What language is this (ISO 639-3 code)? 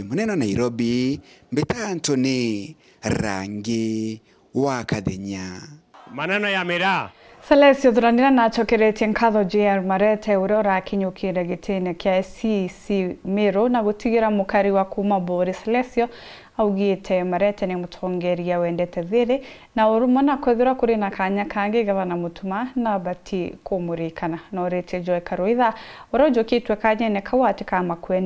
mer